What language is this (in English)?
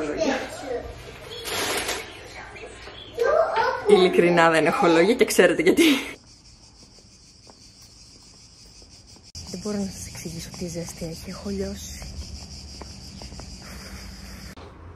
Greek